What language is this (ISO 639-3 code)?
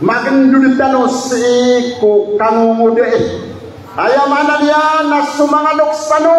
mrw